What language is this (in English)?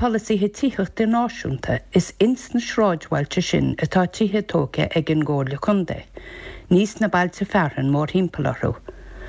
Irish